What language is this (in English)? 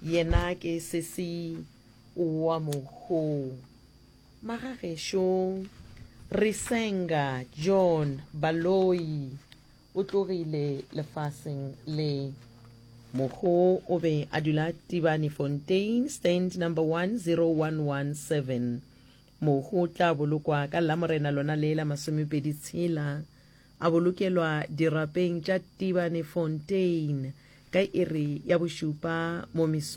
Northern Sotho